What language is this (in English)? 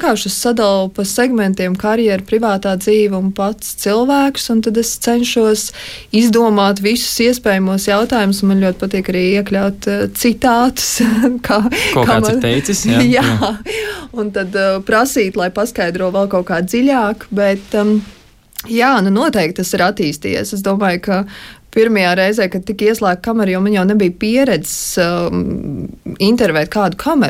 Latvian